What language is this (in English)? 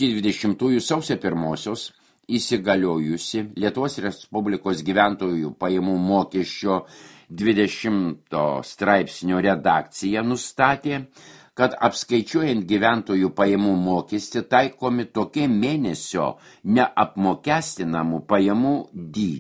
Lithuanian